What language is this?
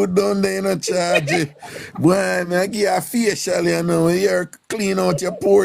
Jamaican Creole English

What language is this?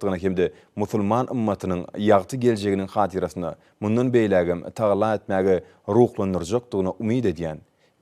Turkmen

